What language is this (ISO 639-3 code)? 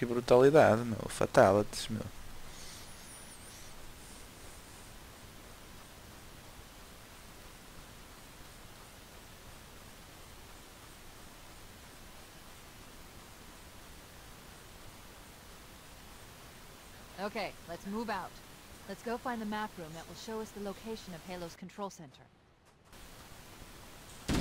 por